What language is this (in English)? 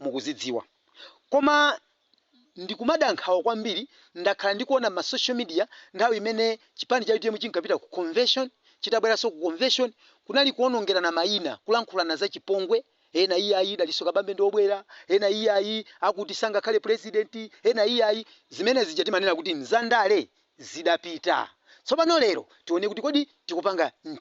Nyanja